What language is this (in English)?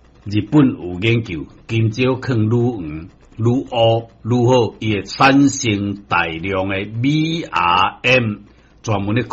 Min Nan Chinese